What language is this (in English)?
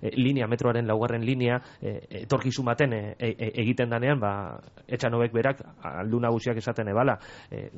Basque